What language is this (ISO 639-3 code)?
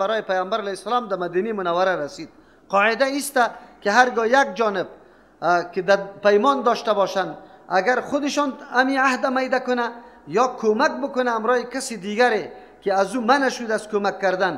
fas